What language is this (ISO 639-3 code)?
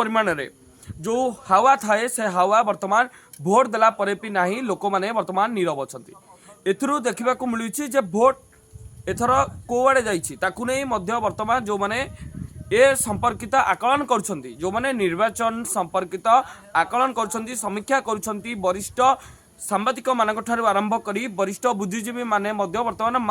ori